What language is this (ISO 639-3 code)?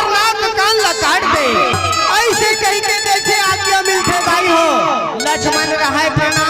hne